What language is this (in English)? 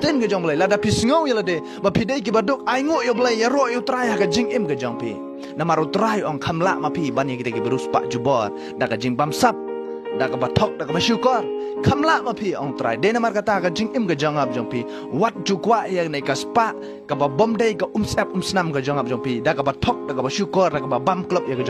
Khasi